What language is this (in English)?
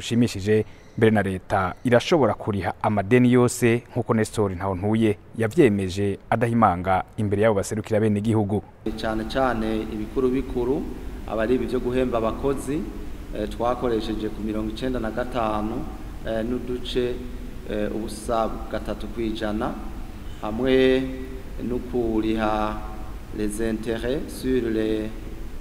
Rundi